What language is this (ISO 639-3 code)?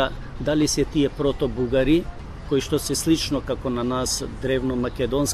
mkd